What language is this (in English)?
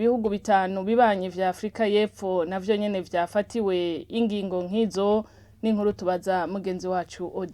Rundi